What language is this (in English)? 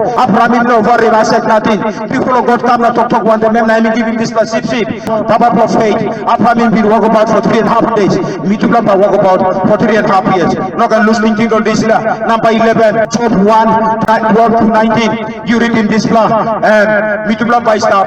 Tok Pisin